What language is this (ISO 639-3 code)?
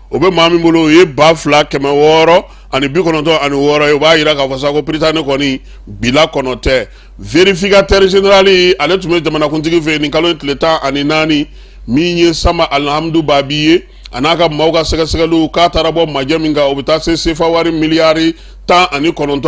bam